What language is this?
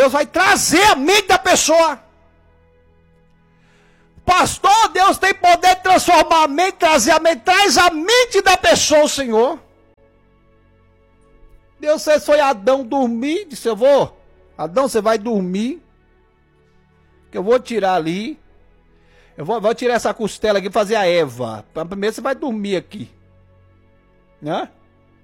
Portuguese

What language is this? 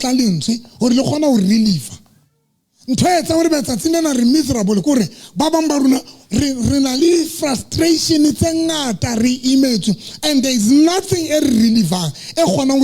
Southern Sotho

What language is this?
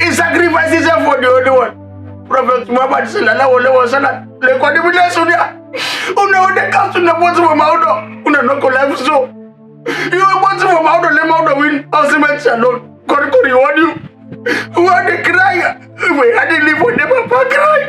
Krio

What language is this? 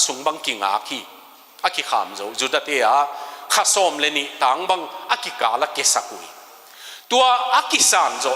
Tedim Chin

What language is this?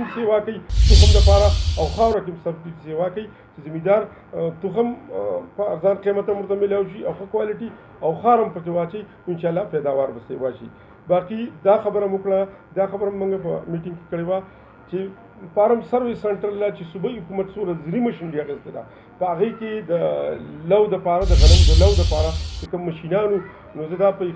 Pashto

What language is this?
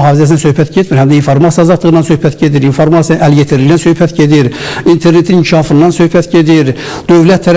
Azerbaijani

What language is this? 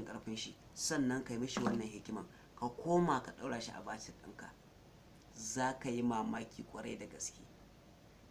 Hausa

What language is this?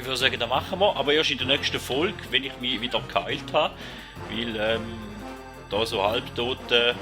Swiss German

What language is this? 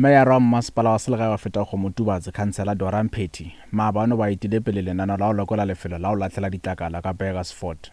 Northern Sotho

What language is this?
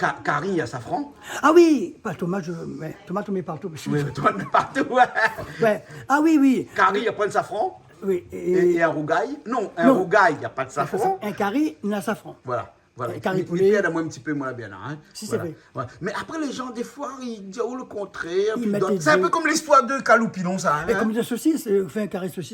Réunion Creole French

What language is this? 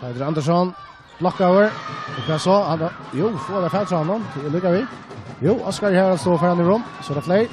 Faroese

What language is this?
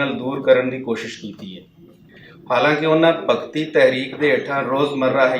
Western Panjabi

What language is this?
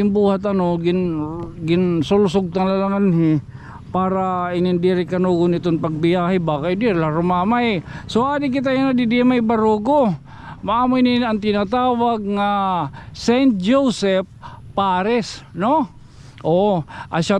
Waray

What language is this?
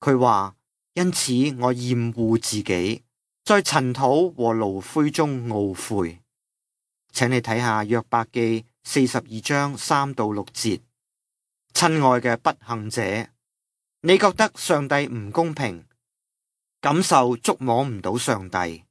Cantonese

